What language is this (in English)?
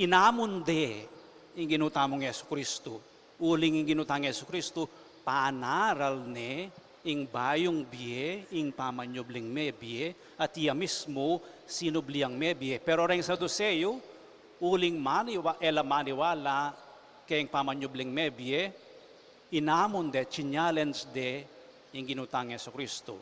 Pampanga